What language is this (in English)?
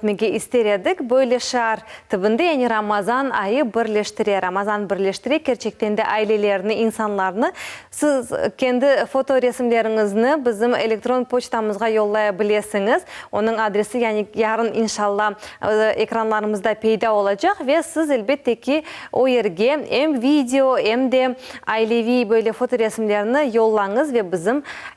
Crimean Tatar